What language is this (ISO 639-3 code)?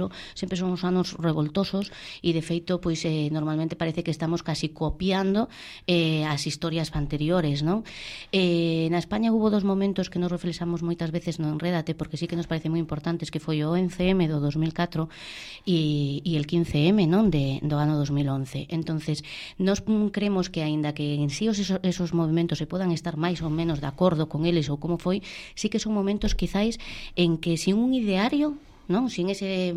glg